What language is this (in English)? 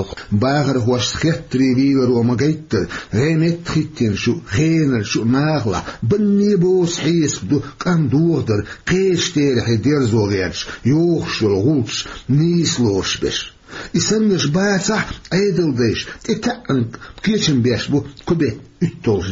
Chechen